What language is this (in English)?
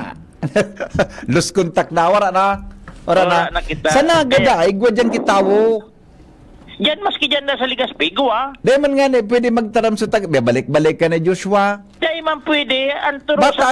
Bikol